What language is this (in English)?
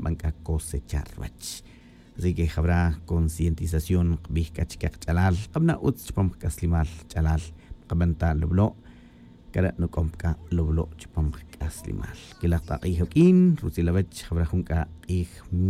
Tz'utujil